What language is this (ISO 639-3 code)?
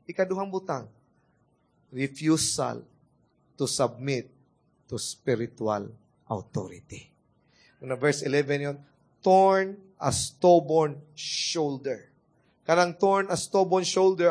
ceb